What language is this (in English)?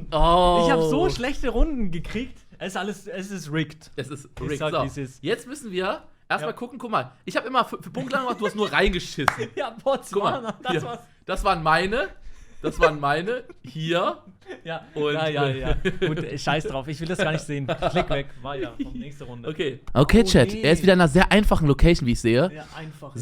Swiss German